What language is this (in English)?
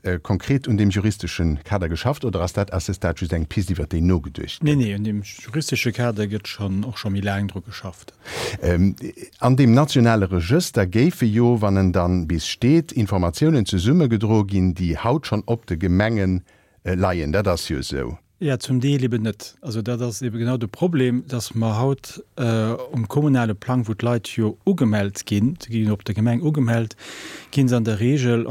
Luxembourgish